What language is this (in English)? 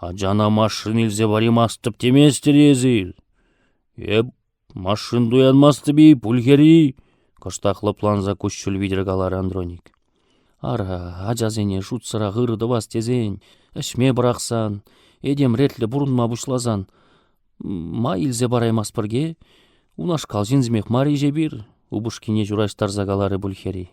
Chuvash